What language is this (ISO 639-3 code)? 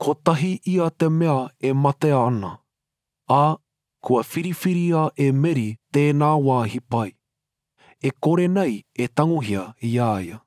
mri